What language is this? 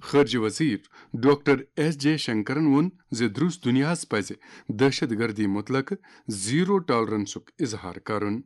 Kashmiri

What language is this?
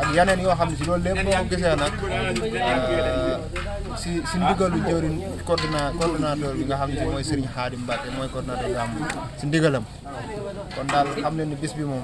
Wolof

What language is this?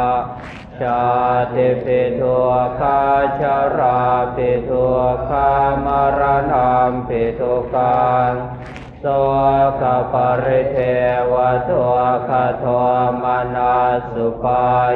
Pali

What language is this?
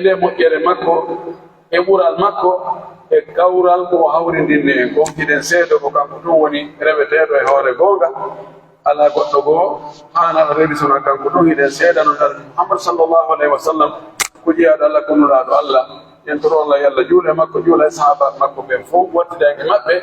Pular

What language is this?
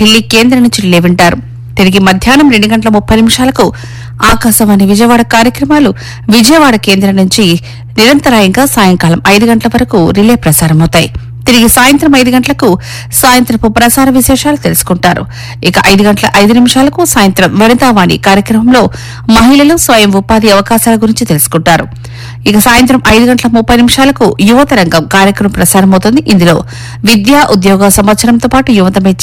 Telugu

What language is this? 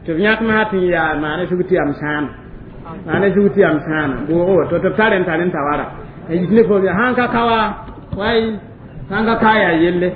Mossi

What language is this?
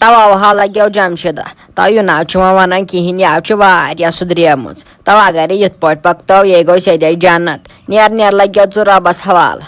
Kashmiri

